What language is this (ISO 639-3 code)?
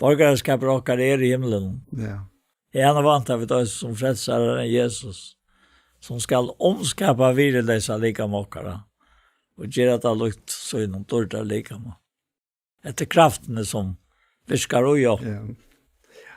fao